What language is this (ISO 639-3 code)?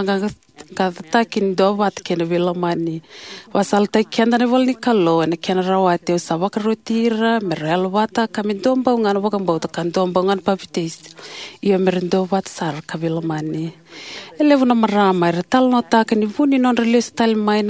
fij